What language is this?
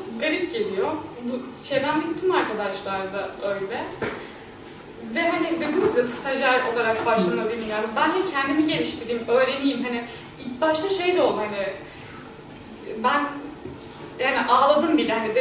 Turkish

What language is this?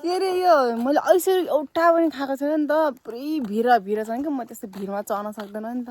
Nepali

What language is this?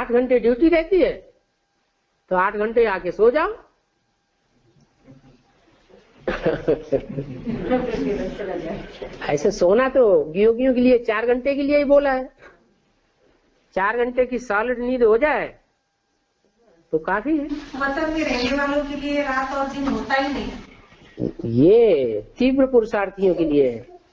Hindi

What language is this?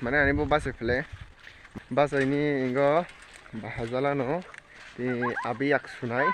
Kok Borok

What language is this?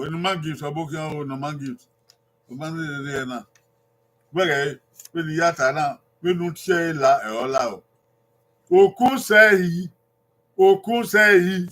Bini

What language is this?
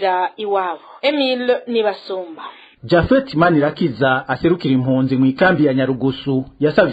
Rundi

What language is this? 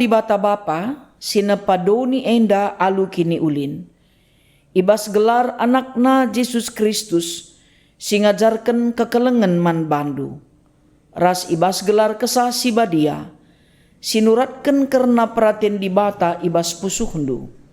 Batak Karo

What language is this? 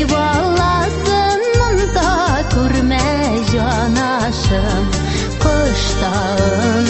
Tatar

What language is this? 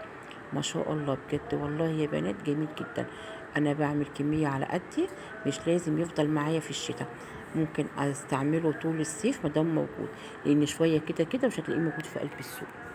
Egyptian Arabic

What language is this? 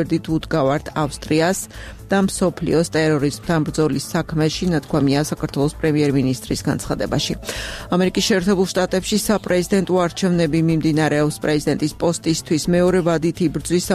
Georgian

